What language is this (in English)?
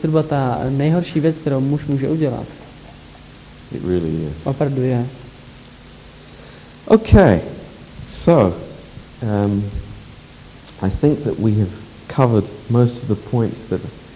Czech